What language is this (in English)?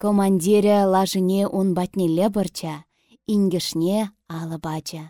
Chuvash